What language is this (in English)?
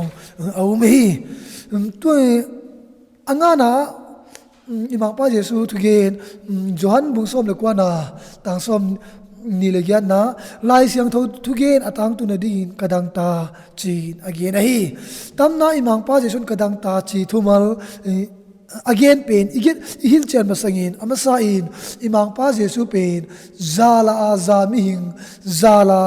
Tedim Chin